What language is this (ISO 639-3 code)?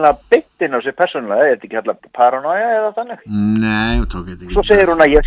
isl